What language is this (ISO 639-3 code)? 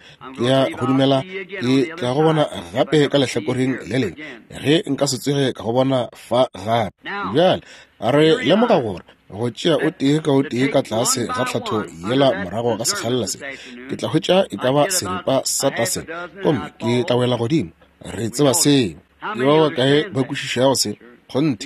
nso